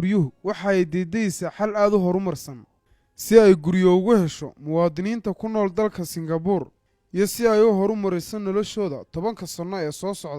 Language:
Somali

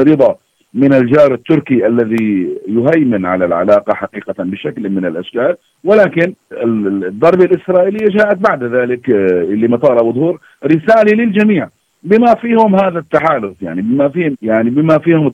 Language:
Arabic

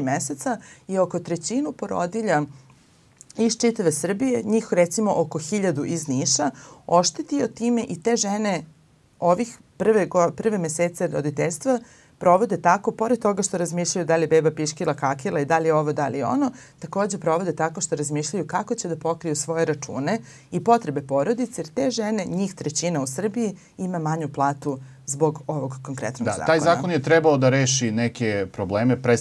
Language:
Serbian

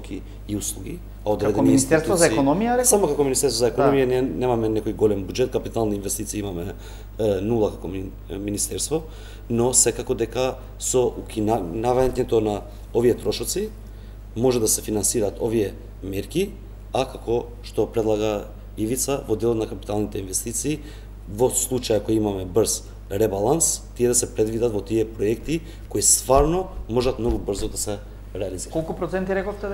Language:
Macedonian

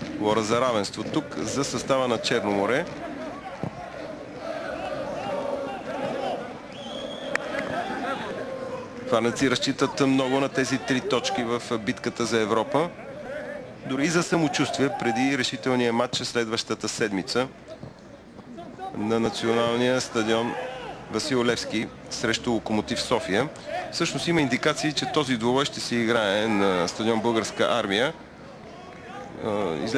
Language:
Bulgarian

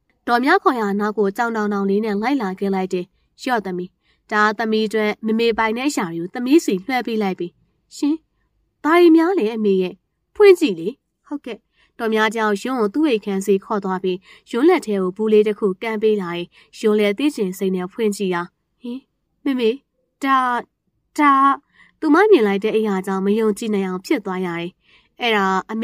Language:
Burmese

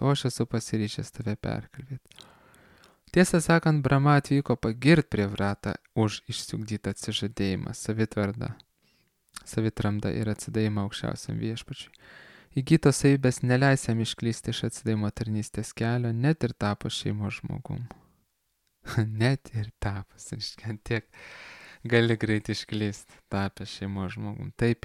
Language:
Lithuanian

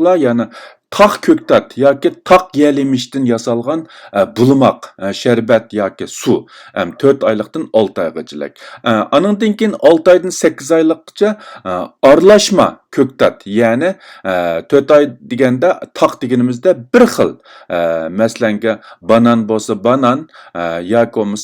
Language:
Uyghur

